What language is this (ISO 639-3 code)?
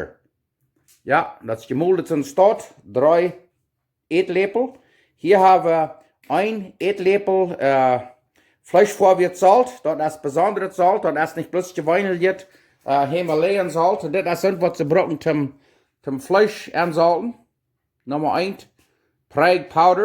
pdt